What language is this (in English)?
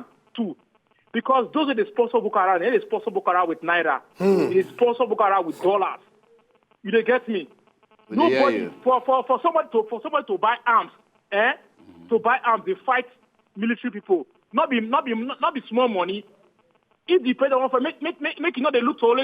Nigerian Pidgin